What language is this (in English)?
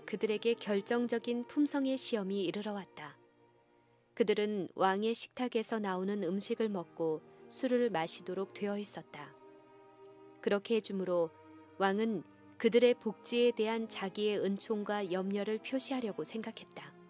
Korean